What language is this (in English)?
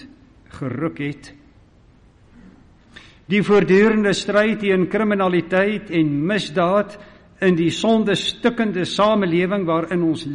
Afrikaans